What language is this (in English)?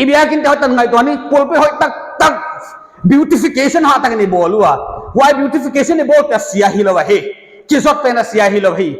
Paite Chin